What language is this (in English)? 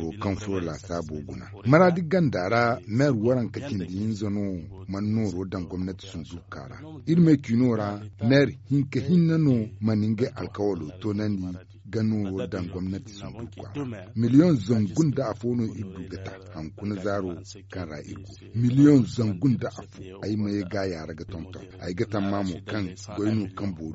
Zarma